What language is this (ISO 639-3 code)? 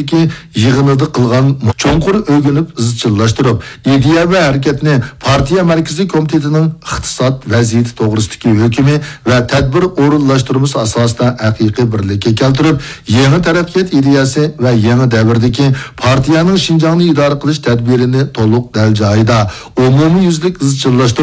uig